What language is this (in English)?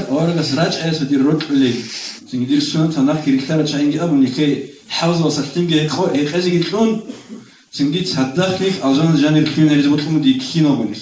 Avaric